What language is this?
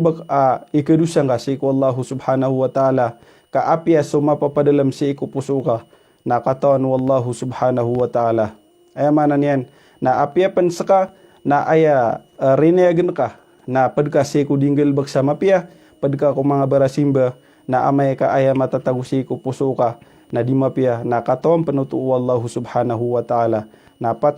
Maranao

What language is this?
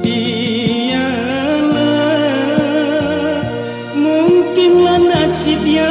Minangkabau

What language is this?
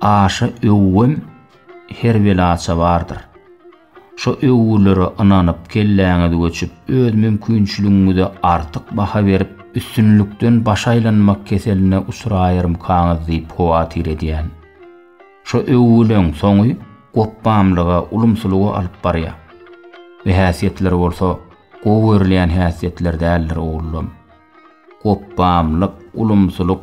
Turkmen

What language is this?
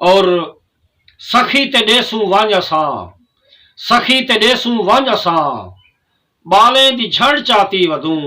Saraiki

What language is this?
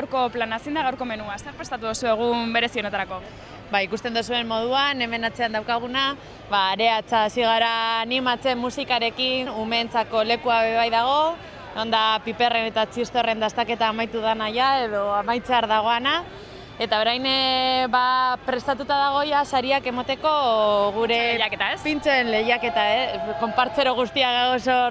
Basque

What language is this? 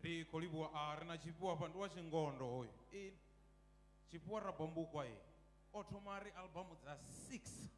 Venda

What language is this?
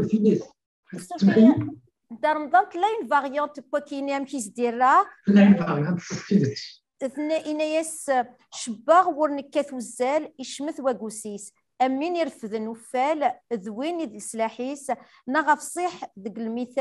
Kabyle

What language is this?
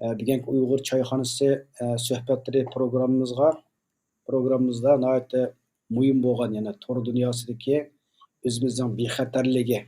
Uyghur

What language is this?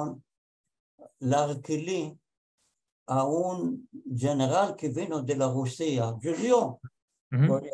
Ladino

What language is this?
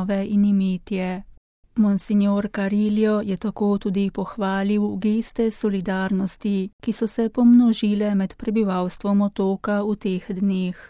Slovenian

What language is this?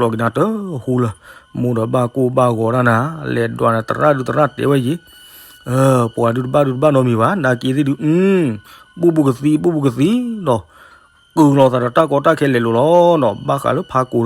S'gaw Karen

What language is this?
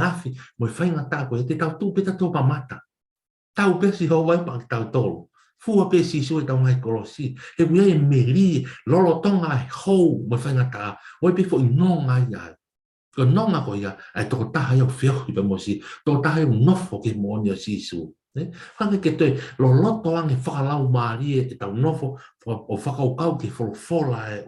Tongan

